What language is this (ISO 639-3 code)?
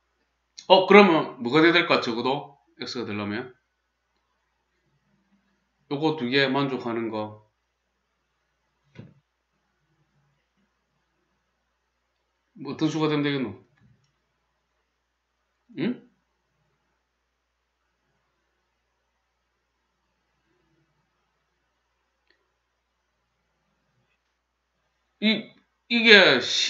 kor